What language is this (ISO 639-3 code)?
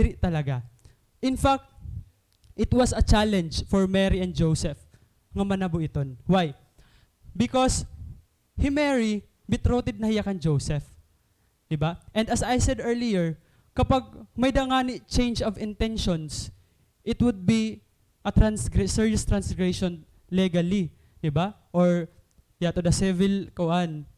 war